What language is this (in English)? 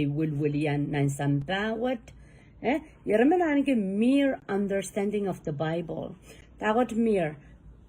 Pohnpeian